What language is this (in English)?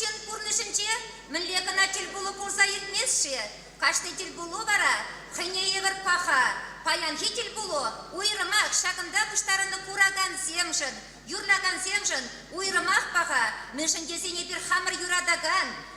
Chuvash